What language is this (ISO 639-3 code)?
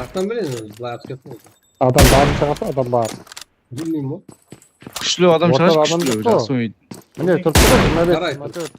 kaa